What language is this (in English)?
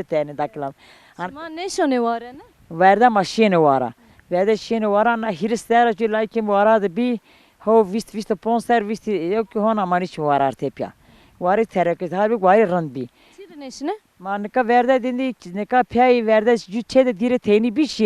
Zaza